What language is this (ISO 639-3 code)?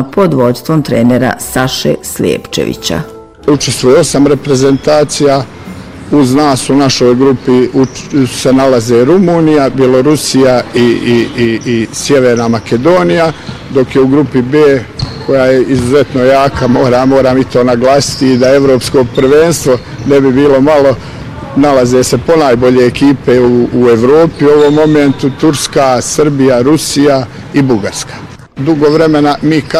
bos